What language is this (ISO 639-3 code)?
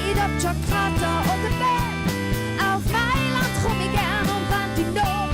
gsw